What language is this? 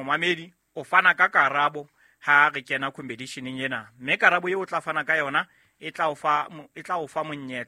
Southern Sotho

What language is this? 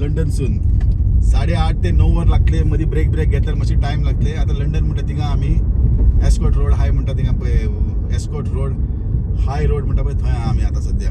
Konkani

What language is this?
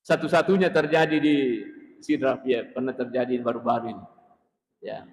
Buginese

